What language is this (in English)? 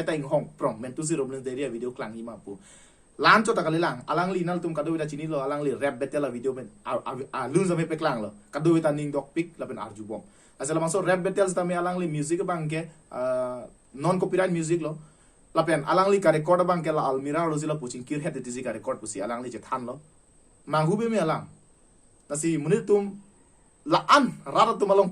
Karbi